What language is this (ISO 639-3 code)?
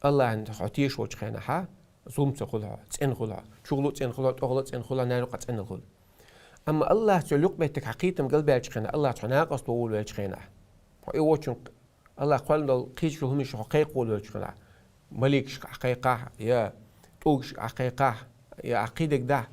che